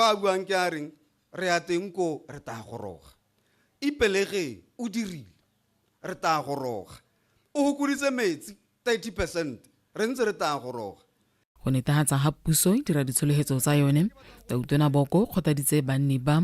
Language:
Tswana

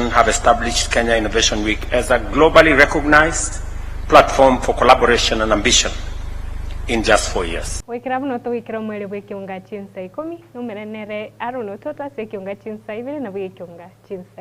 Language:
Gusii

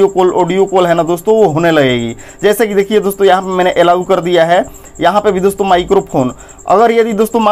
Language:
Hindi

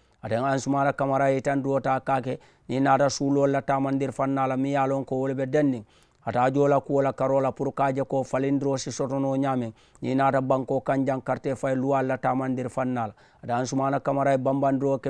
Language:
Mandingo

